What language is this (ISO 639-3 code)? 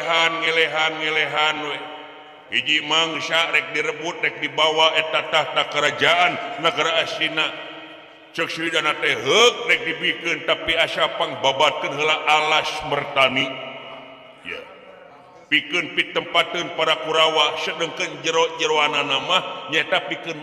sun